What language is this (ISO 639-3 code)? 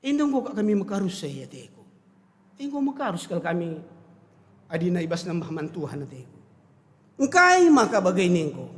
btx